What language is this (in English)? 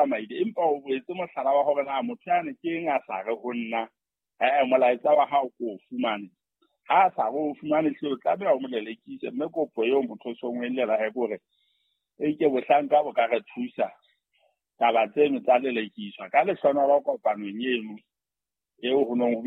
Southern Sotho